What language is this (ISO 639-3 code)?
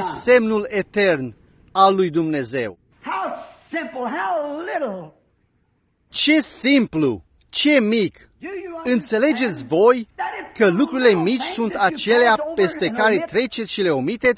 ron